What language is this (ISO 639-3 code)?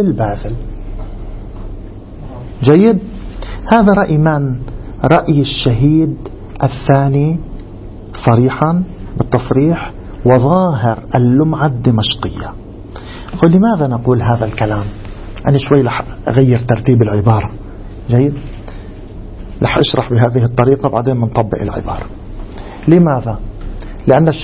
ara